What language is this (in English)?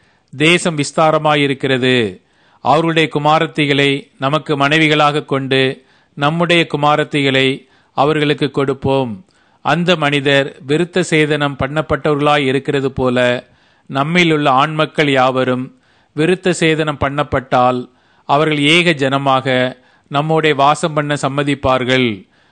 Tamil